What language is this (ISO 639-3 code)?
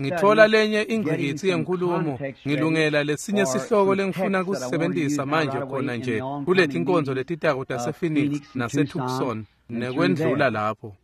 ssw